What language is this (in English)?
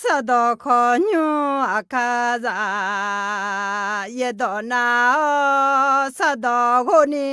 Akha